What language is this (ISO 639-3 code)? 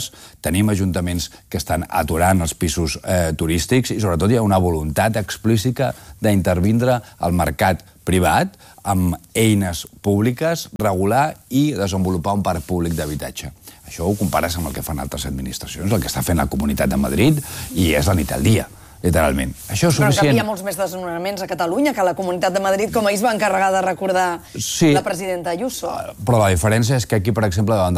cat